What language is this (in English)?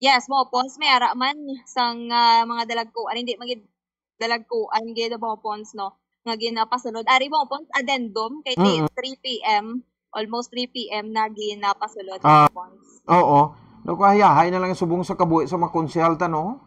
Hiligaynon